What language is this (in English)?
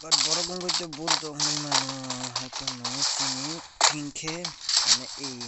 Kok Borok